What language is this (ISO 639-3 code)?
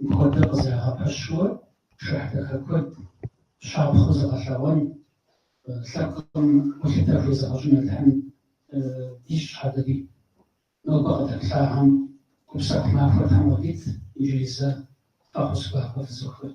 kbd